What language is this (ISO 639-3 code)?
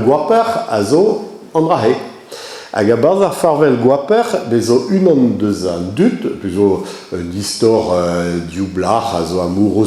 bre